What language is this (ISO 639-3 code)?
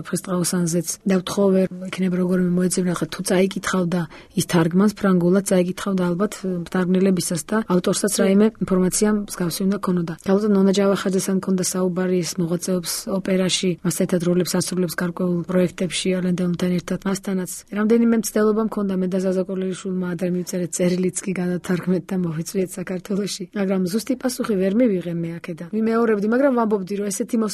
kat